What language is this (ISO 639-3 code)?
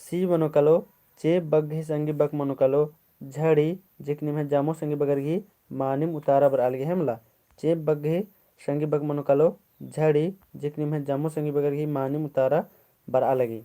kru